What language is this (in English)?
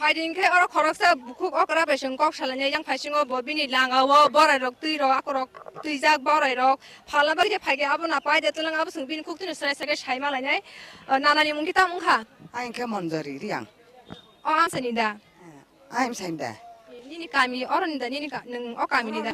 Kok Borok